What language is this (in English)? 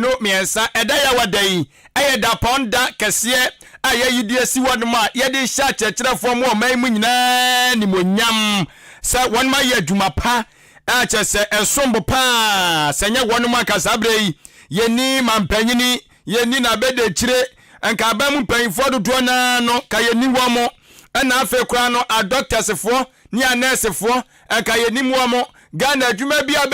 Akan